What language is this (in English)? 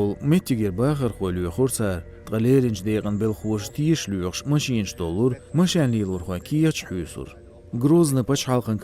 Chechen